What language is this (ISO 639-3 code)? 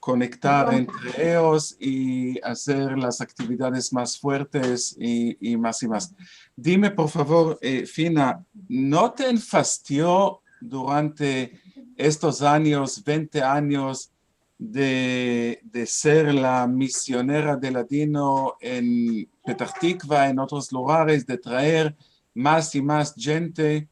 lad